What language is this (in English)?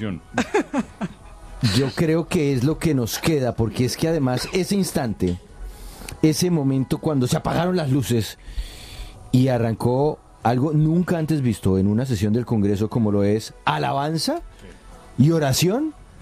Spanish